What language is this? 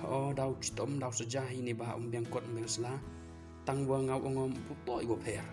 Pnar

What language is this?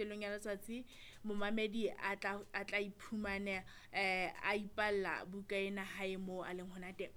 Southern Sotho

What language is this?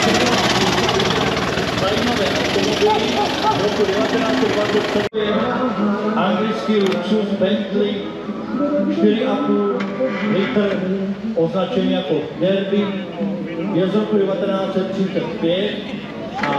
Czech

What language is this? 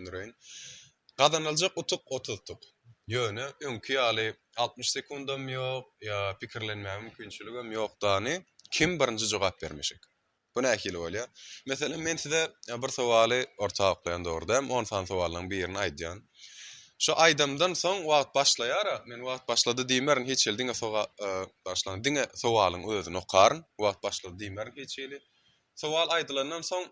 Turkmen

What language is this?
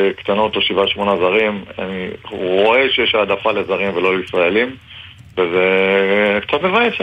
Hebrew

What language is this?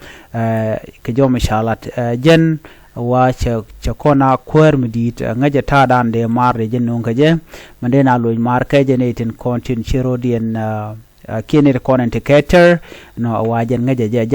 Nuer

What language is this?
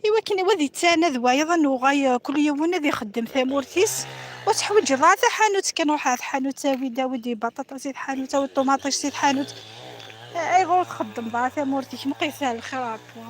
Kabyle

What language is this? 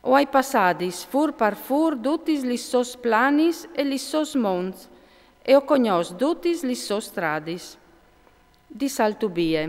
Friulian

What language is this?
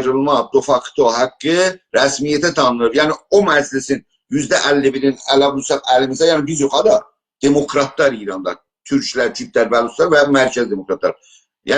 South Azerbaijani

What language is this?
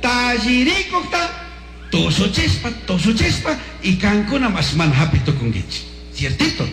Chimborazo Highland Quichua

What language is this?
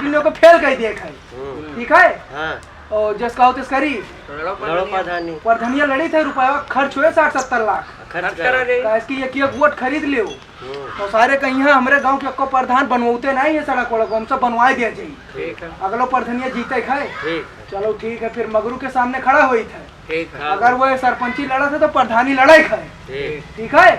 Awadhi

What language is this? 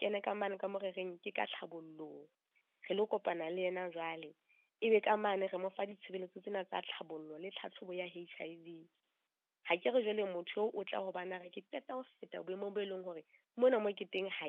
Southern Sotho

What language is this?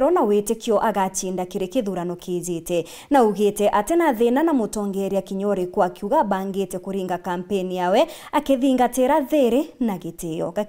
Meru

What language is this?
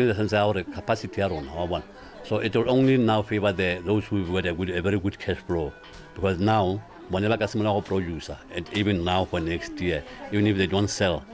Tswana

